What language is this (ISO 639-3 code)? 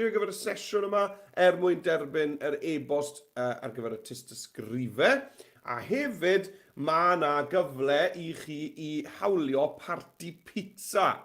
cym